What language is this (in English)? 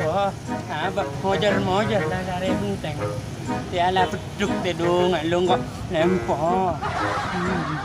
Madurese